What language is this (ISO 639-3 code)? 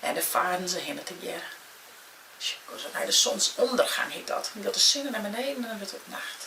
fry